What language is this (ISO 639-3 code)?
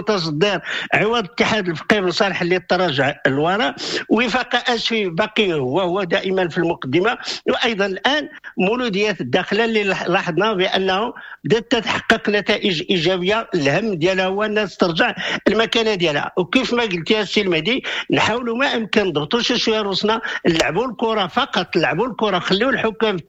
ary